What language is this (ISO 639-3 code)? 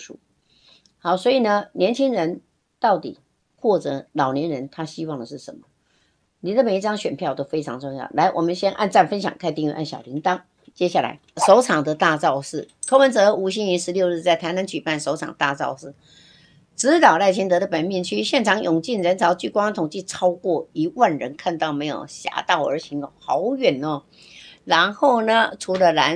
zho